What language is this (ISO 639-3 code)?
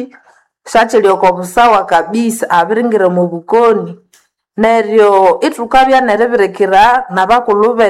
nnb